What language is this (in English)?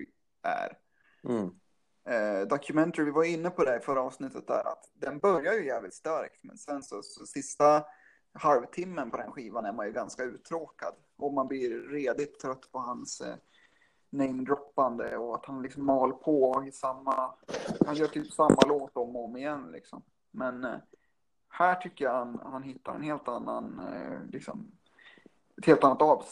Swedish